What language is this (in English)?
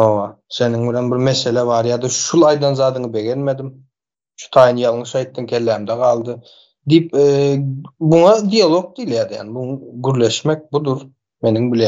Turkmen